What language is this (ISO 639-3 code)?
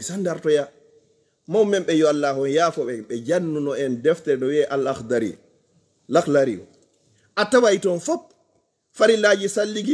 ful